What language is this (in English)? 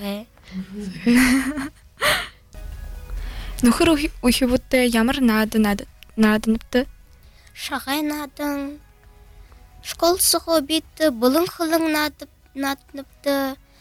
Buriat